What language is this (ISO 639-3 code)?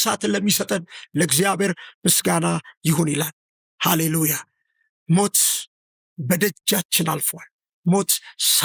amh